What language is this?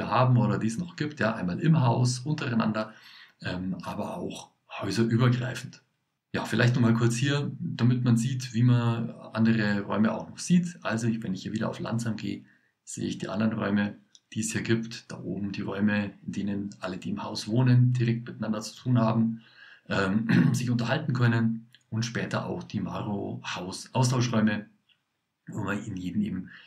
German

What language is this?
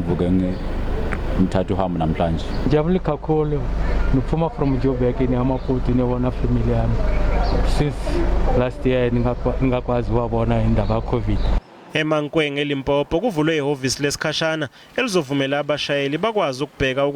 Zulu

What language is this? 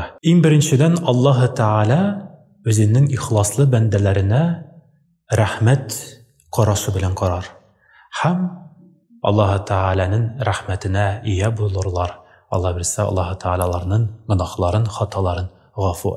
Tatar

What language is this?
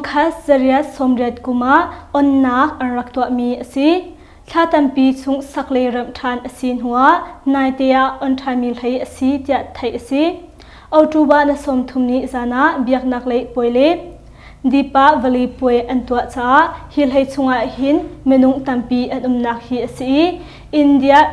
Hakha Chin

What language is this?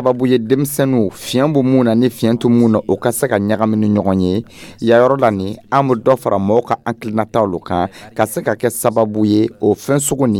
Dyula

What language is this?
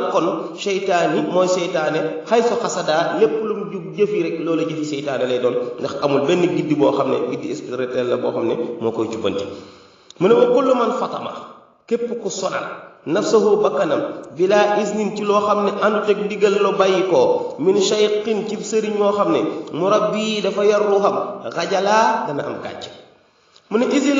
Wolof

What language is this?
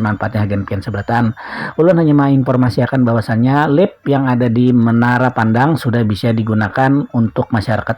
Banjar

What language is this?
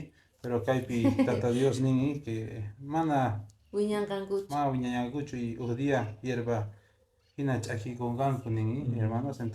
Quechua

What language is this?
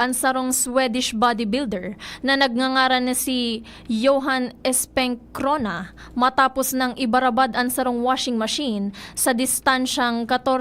Bikol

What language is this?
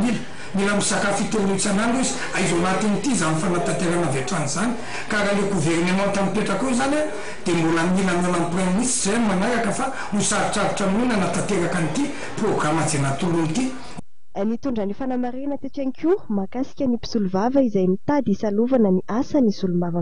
Malagasy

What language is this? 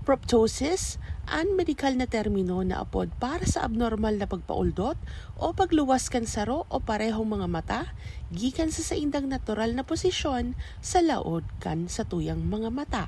Bikol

